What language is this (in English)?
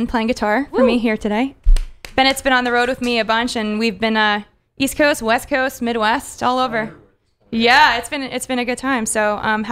English